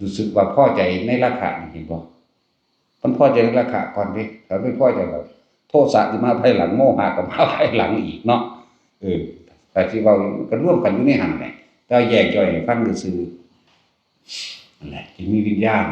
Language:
Northeastern Thai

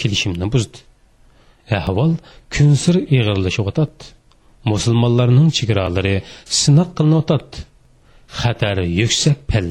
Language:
Uyghur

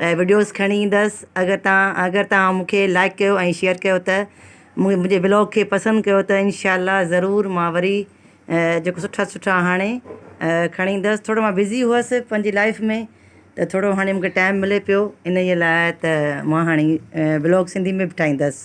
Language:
Sindhi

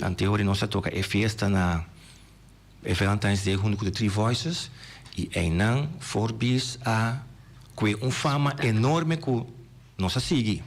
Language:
Papiamento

